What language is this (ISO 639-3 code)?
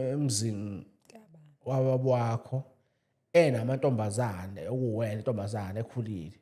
zul